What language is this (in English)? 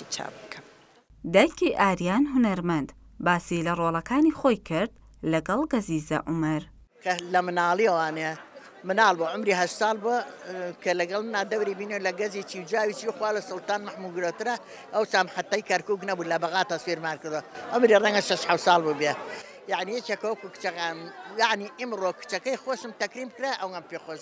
Central Kurdish